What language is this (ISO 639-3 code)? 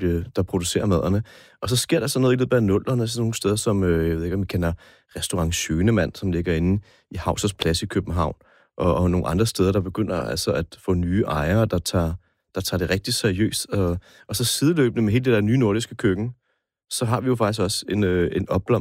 dan